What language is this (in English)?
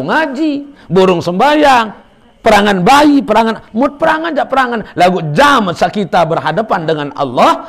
Sasak